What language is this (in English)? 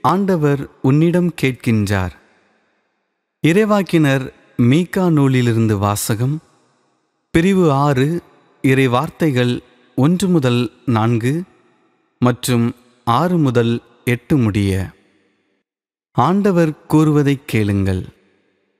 Tamil